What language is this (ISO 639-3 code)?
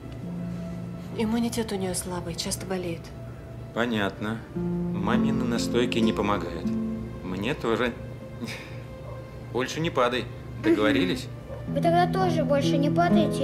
rus